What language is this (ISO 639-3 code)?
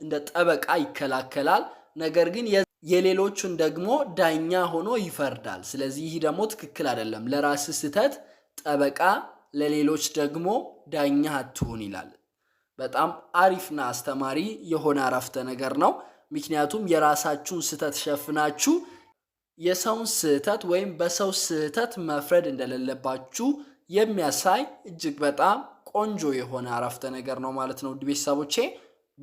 amh